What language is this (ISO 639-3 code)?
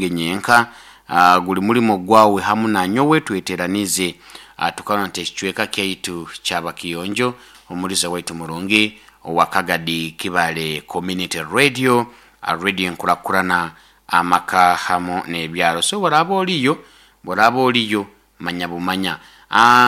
nyo